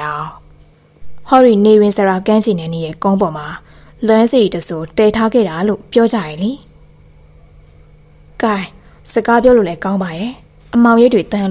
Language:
Burmese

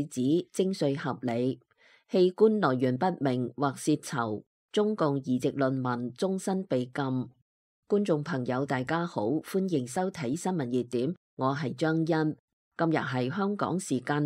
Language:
Cantonese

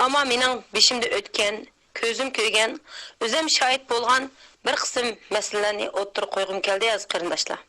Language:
Uyghur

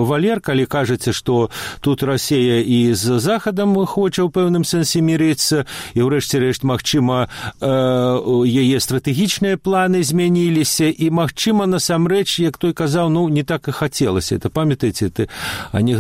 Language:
Belarusian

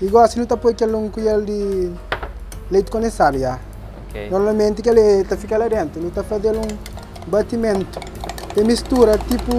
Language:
Kabuverdianu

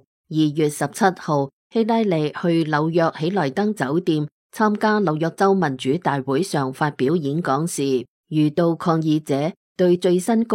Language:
Cantonese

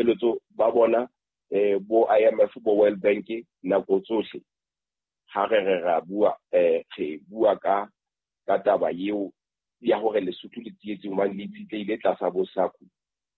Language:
Southern Sotho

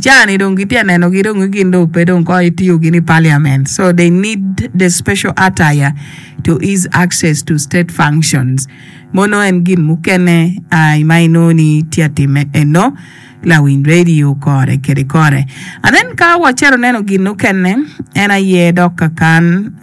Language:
Acoli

